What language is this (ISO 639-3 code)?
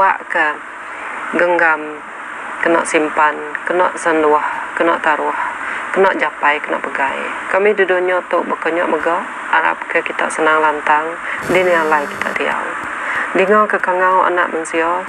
iba